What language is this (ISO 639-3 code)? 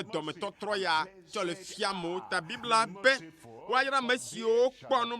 ewe